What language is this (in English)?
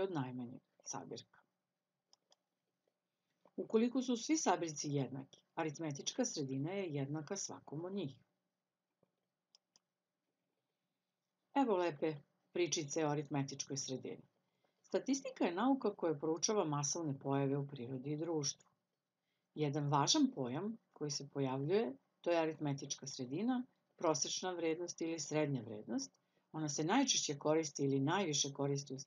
Serbian